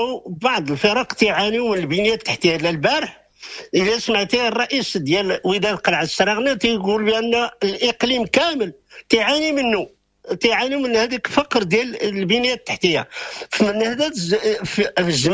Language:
Moroccan Arabic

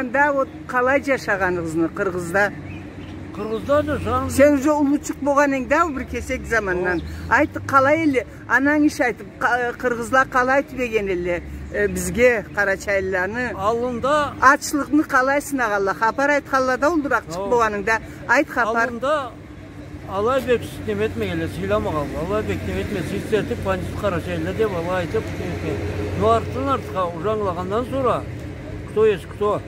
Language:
Karachay-Balkar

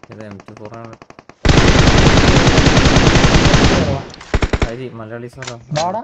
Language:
Malayalam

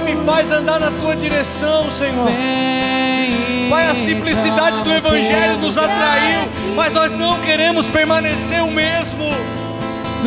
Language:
Portuguese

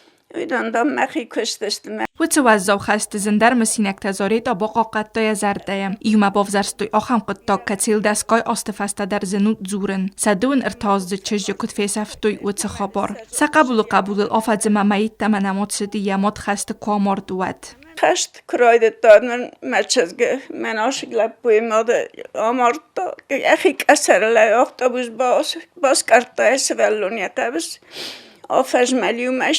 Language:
Ossetic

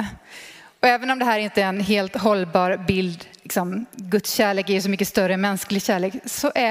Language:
Swedish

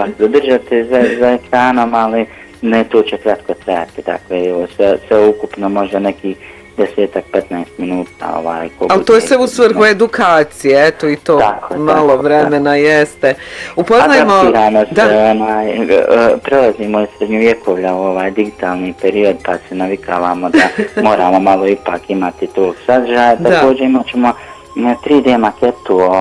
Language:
Bosnian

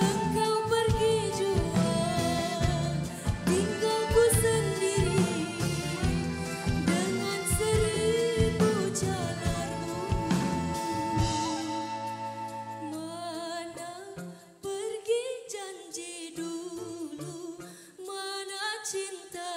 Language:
Malay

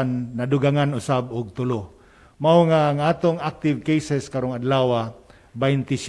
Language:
Cebuano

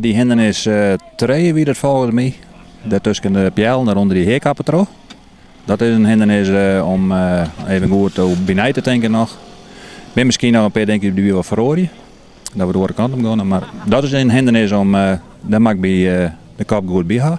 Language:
Western Frisian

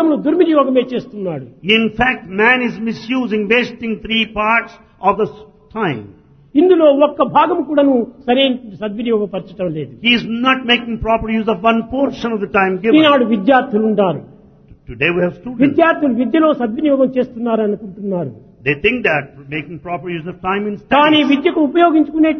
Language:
Telugu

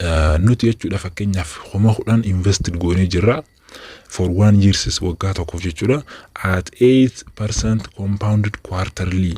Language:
Oromo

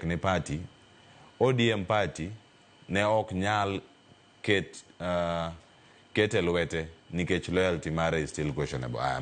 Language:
Luo (Kenya and Tanzania)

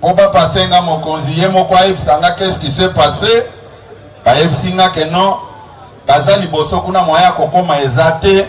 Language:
Lingala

